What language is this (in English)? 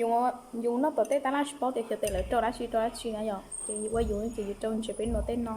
Hmong